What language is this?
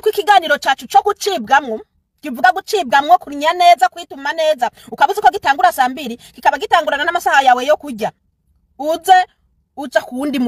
Rundi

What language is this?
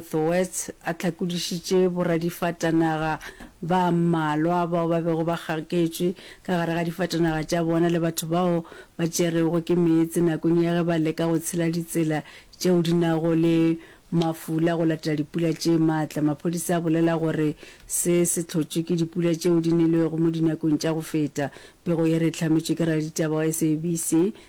Northern Sotho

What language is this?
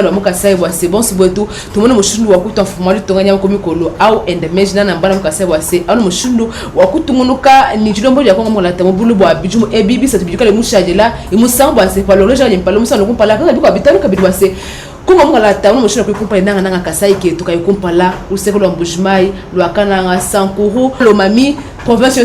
Luba-Lulua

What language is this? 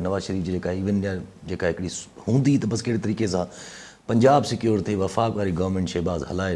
Sindhi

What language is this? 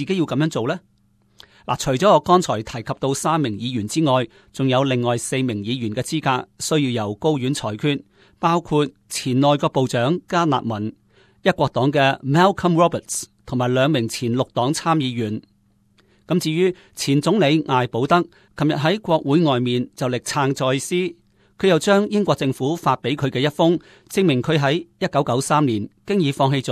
Cantonese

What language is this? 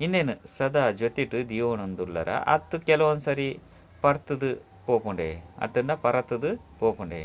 Tulu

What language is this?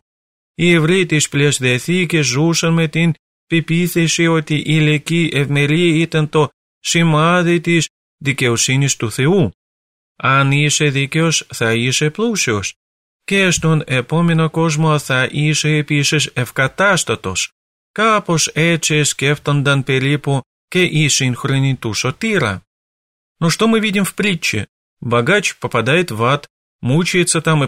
Greek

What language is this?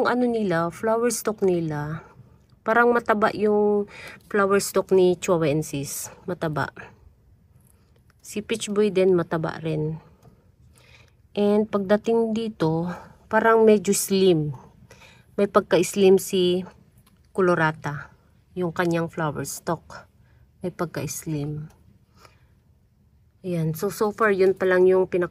Filipino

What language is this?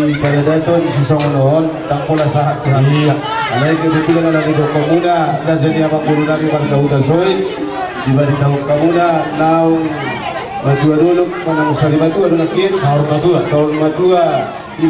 Batak Toba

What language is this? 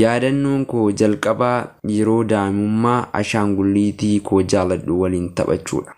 Oromo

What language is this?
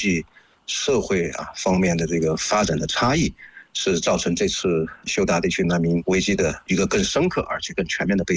Chinese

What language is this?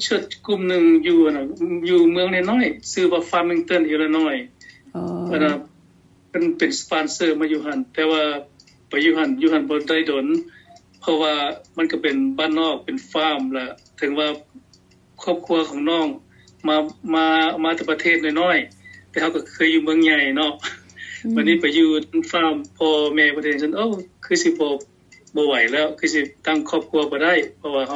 Lao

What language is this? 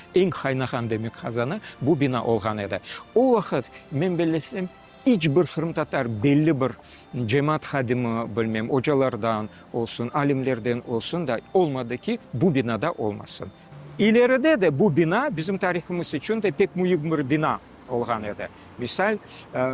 Crimean Tatar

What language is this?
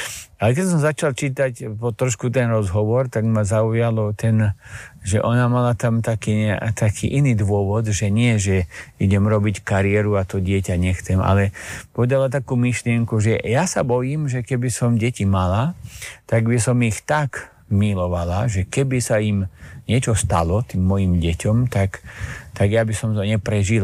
Slovak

